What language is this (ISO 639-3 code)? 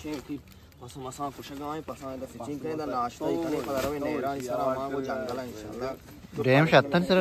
bal